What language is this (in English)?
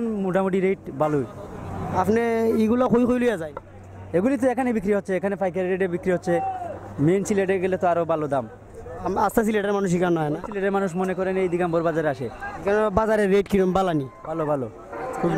Sylheti